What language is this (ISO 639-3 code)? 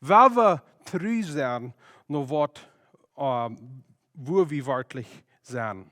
pdt